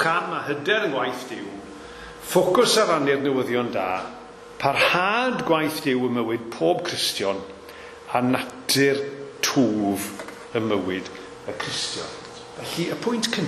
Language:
Welsh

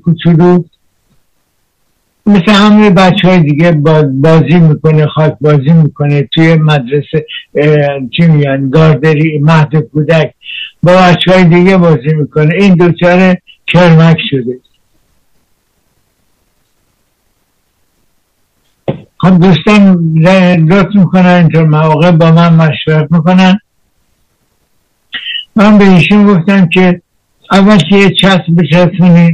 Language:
Persian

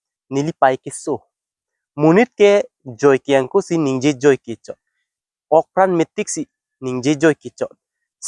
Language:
Karbi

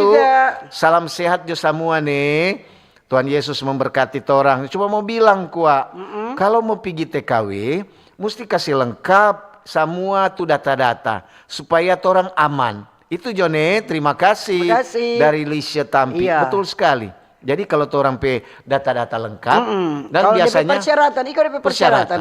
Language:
Manado Malay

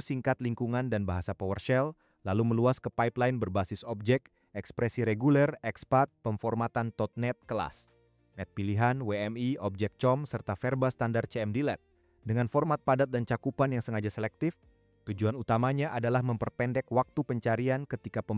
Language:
Indonesian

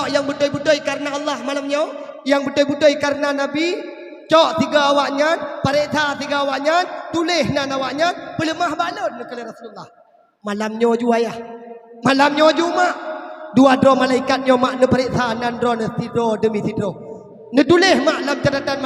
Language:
Achinese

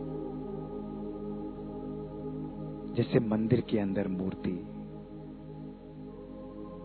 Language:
Hindi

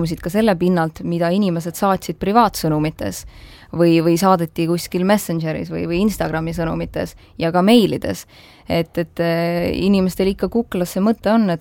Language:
Estonian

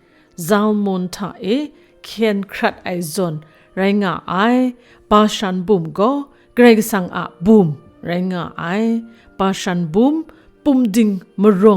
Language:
Kachin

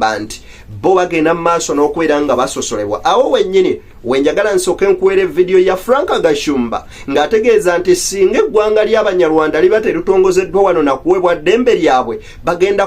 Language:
Ganda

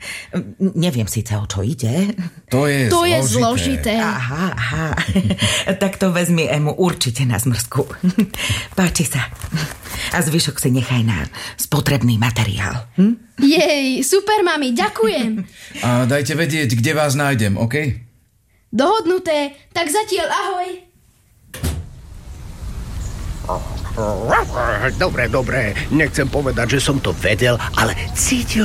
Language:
Slovak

